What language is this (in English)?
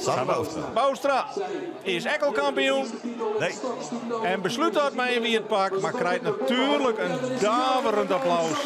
Western Frisian